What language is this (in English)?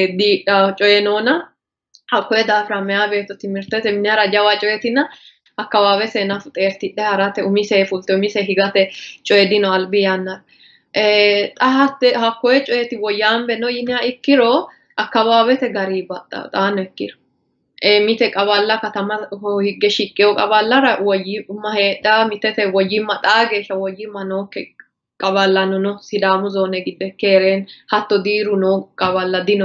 Sidamo